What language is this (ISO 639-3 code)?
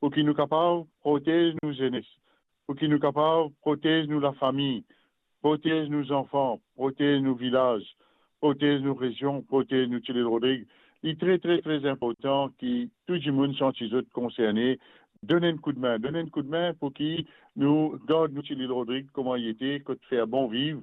mfe